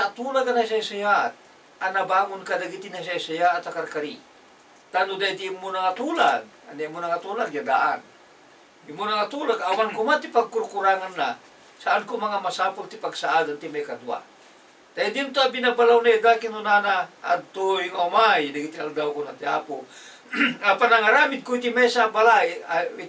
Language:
Iloko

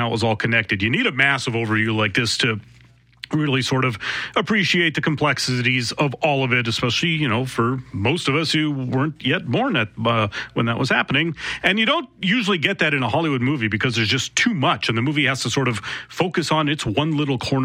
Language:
English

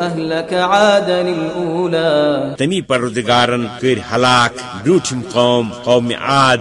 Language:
Kashmiri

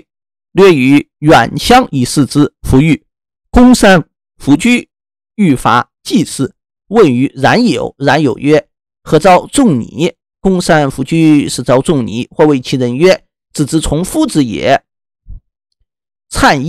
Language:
Chinese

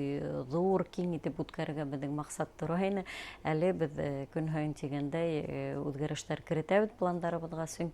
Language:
Bashkir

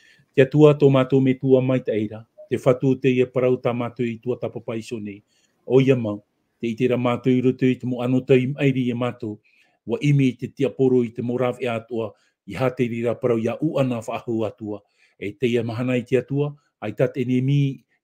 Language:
Tahitian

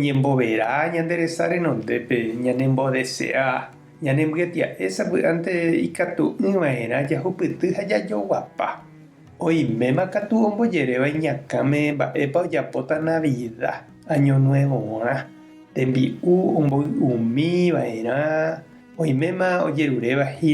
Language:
Guarani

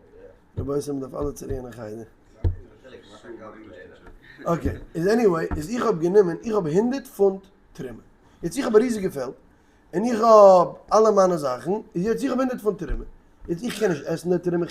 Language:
Yiddish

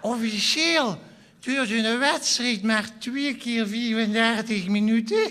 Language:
Limburgish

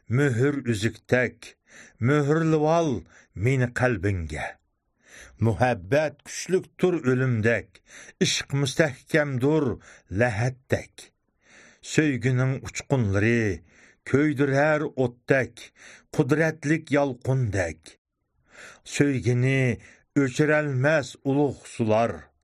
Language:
Uyghur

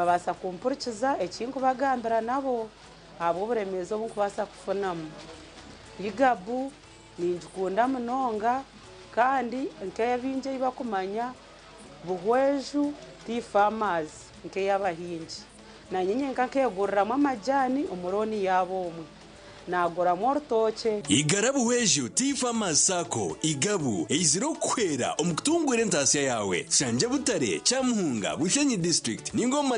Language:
Nyankole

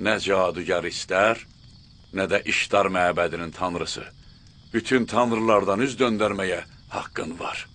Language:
Azerbaijani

